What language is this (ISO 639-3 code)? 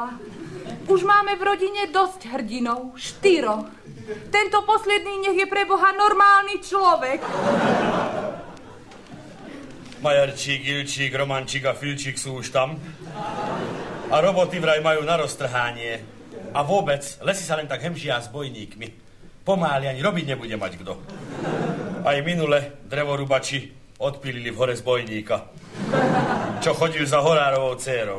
slk